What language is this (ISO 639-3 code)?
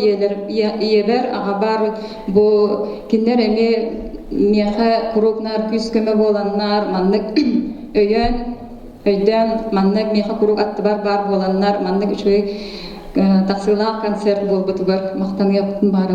sah